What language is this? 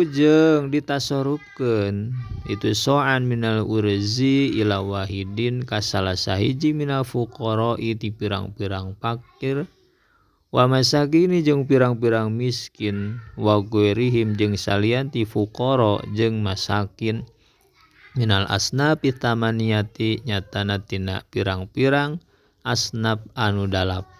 Sundanese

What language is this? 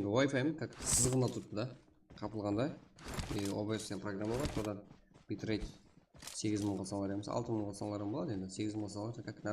Kara-Kalpak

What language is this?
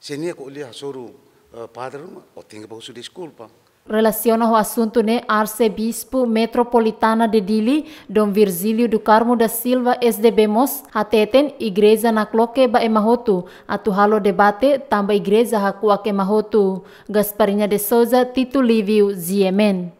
Tetum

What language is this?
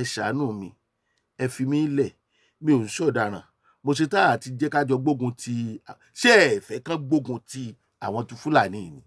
Yoruba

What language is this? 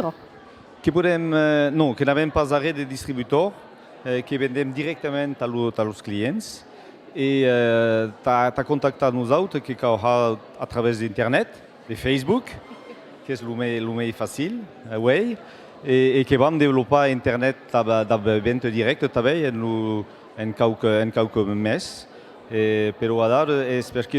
Occitan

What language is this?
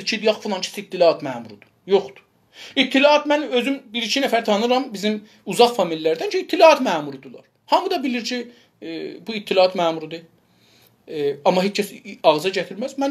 South Azerbaijani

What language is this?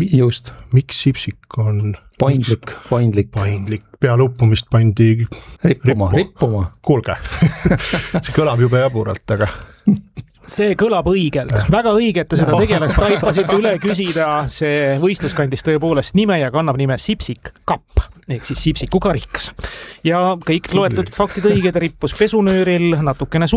Estonian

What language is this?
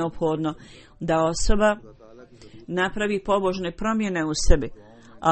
Bosnian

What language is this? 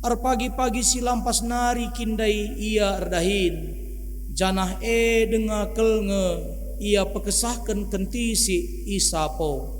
Batak Karo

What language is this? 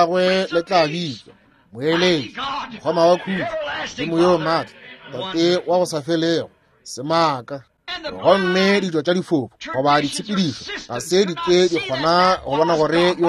Northern Sotho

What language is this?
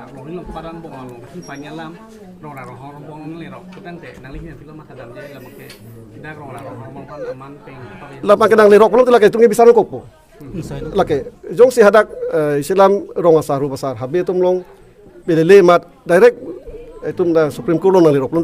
Karbi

